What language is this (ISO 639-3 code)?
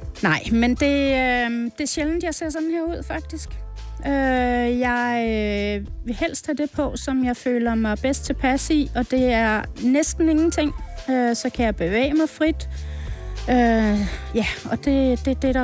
dan